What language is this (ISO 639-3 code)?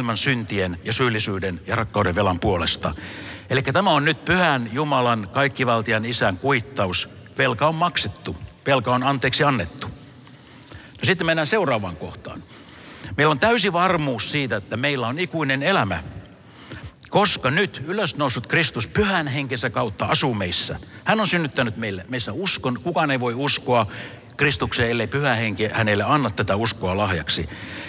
fin